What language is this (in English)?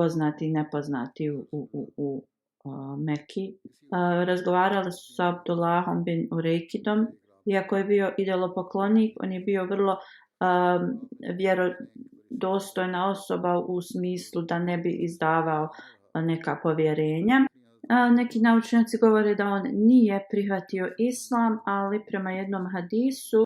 Bosnian